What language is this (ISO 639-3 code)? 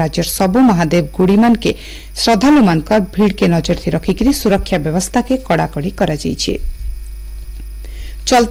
ori